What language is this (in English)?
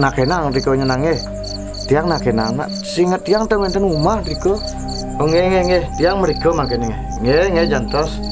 Balinese